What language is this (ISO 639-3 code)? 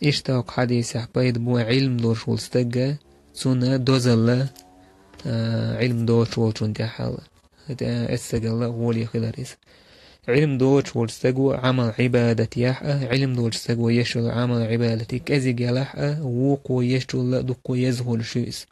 che